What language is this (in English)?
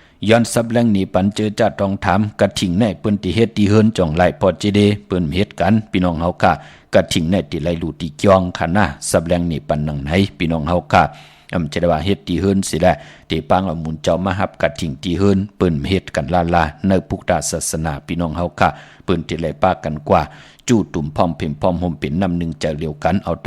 Shan